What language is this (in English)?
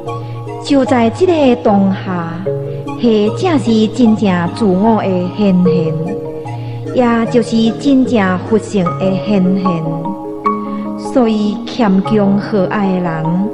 Min Nan Chinese